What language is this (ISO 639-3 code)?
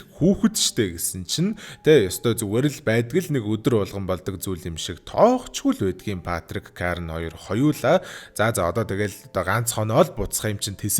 mon